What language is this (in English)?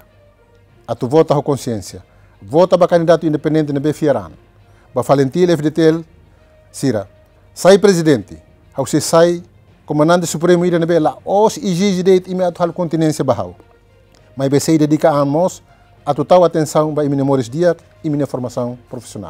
Tetum